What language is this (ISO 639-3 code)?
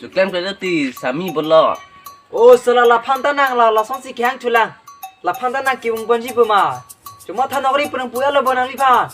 mjw